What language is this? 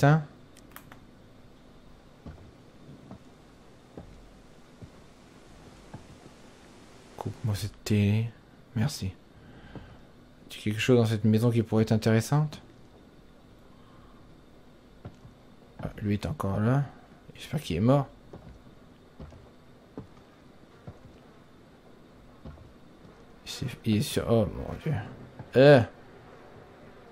French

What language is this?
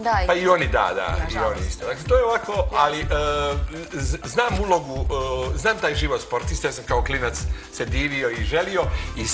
Serbian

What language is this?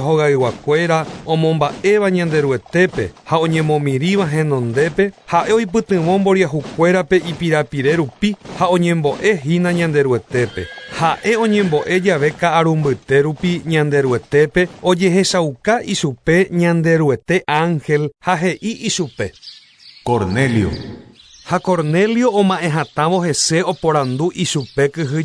Guarani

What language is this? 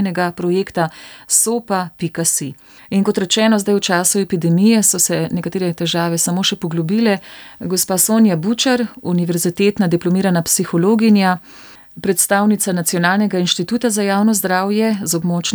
Slovenian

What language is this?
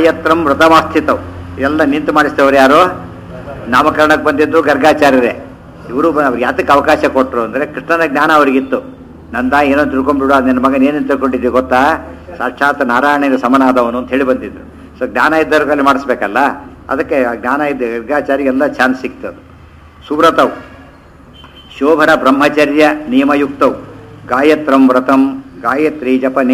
Kannada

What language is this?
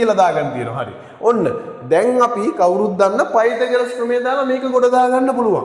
Sinhala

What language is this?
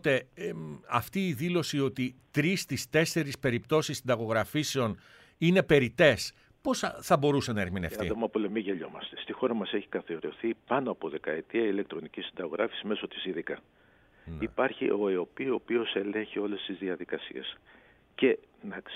Greek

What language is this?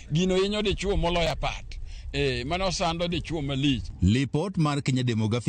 Luo (Kenya and Tanzania)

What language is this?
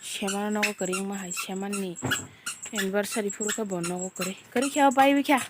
Kok Borok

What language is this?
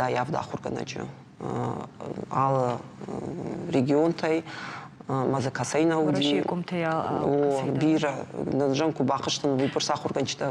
Ossetic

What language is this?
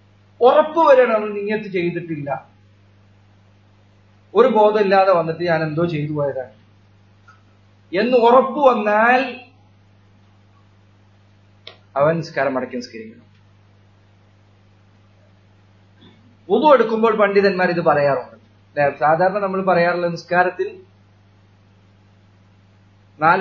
Malayalam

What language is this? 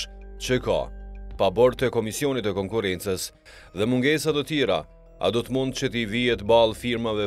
Albanian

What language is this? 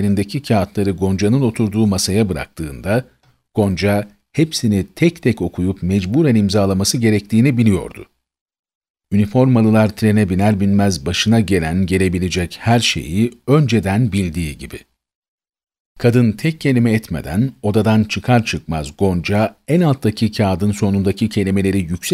Turkish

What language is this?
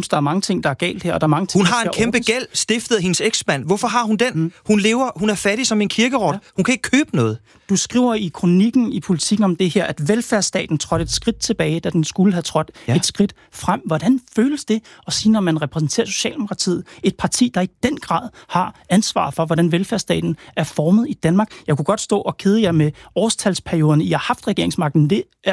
Danish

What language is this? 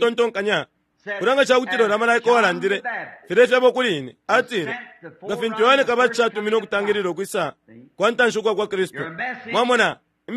Bemba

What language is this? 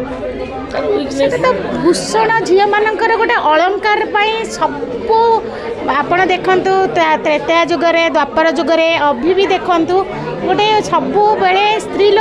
Odia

